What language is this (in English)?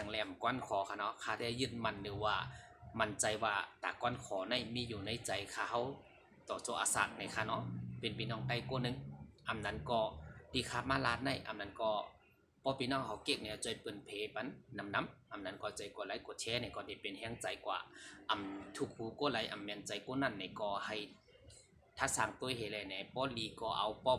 Shan